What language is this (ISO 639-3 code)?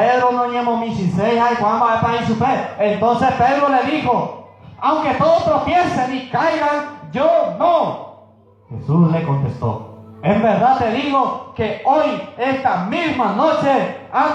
grn